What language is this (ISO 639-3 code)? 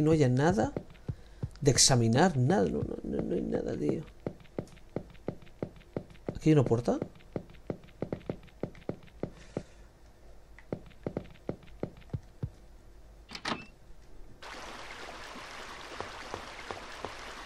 spa